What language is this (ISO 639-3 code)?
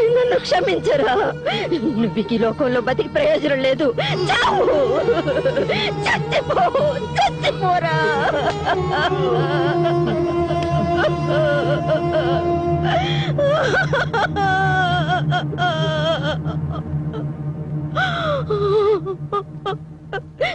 tel